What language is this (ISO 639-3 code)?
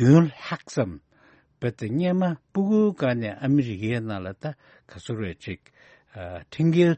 bod